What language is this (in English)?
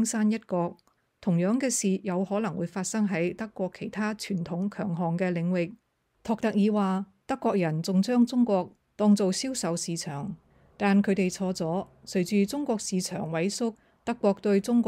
Cantonese